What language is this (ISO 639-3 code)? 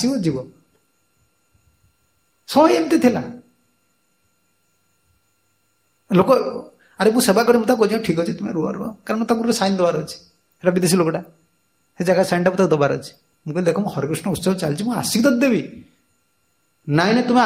ori